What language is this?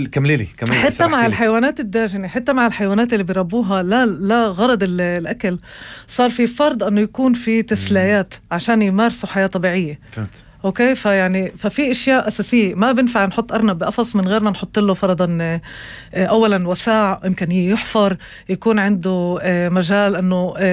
North Levantine Arabic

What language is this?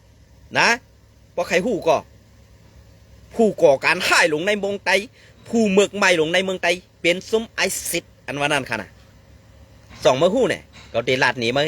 Shan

